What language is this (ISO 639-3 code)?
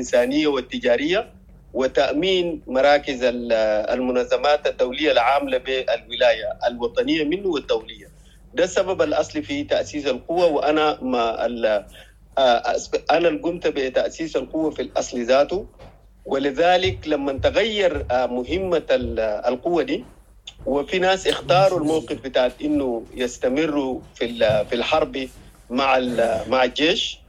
apd